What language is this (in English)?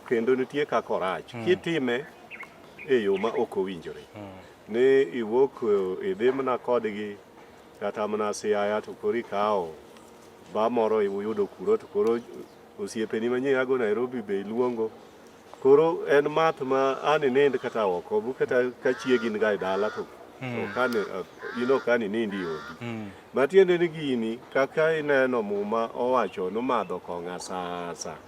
Luo (Kenya and Tanzania)